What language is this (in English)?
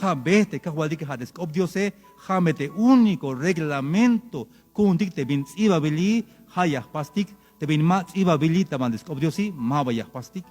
Tzeltal